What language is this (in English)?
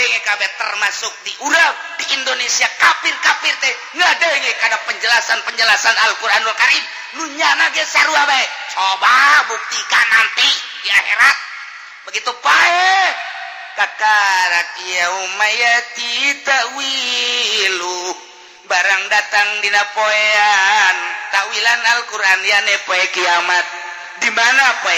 Sundanese